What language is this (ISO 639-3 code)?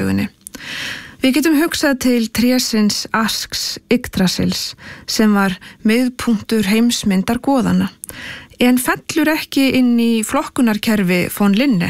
isl